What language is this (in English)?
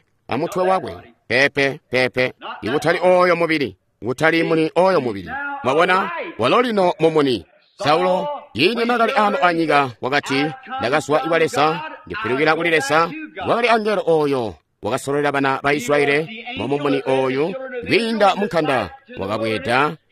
Tonga (Zambia)